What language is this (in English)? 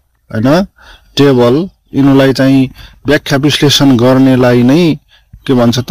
Nepali